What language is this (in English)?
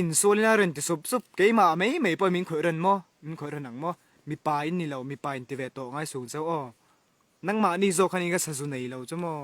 Mizo